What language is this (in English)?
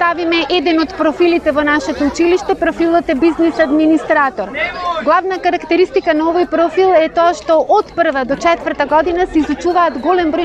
Macedonian